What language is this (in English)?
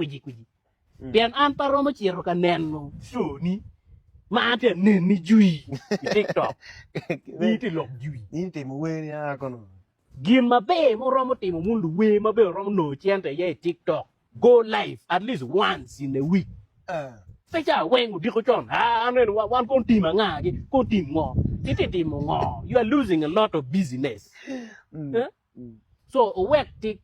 Acoli